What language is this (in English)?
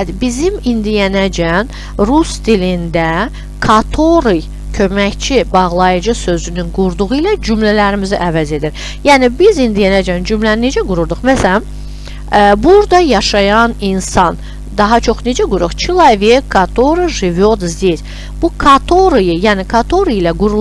Azerbaijani